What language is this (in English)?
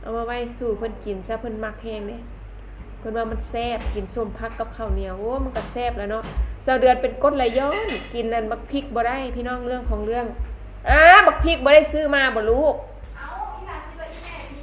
Lao